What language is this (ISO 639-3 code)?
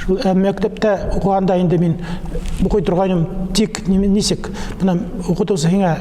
bak